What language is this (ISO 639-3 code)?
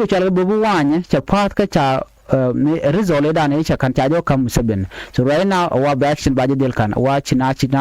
nus